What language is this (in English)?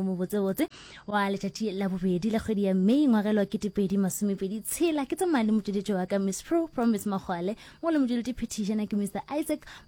Northern Sotho